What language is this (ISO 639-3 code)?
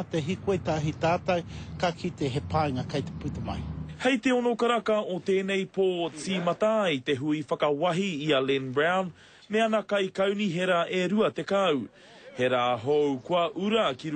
mri